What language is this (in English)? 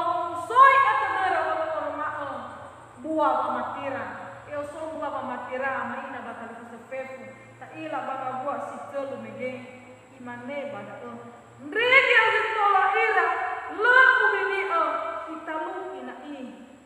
Nias